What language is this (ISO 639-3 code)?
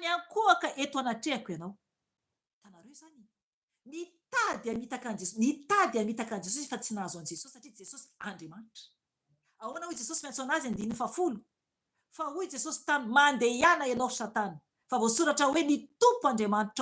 mlg